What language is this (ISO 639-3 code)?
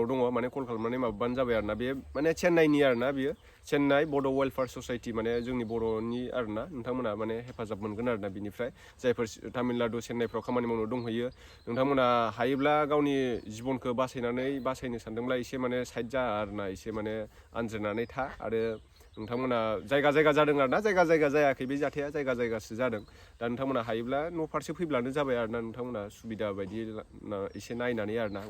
brx